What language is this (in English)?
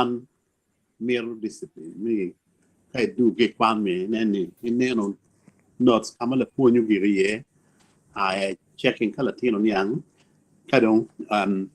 Acoli